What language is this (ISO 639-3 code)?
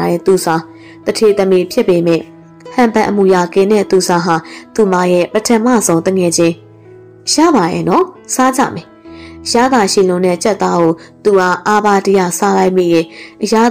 mya